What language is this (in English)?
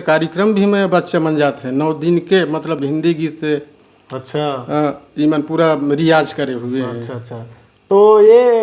Chhattisgarhi